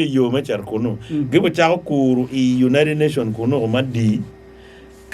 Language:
Acoli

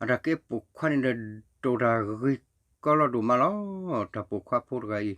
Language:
S'gaw Karen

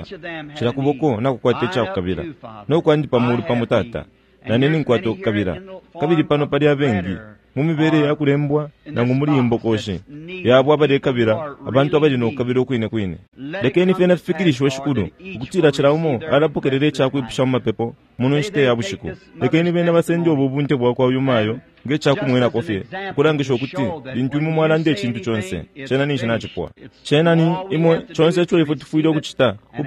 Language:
Bemba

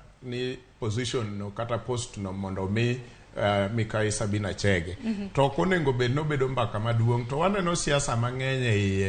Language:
Luo (Kenya and Tanzania)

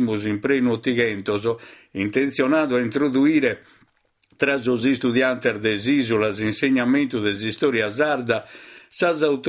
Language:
Sardinian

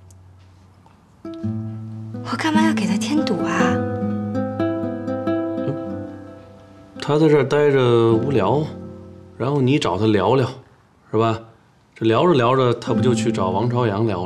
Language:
Chinese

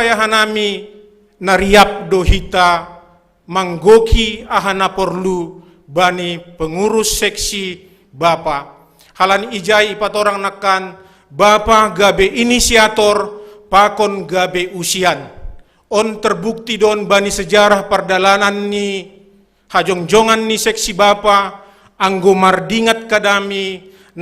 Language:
Batak Simalungun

